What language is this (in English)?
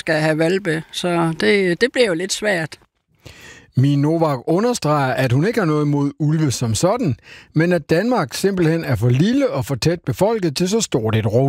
Danish